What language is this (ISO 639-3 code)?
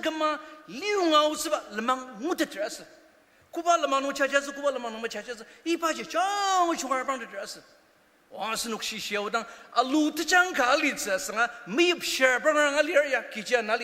njo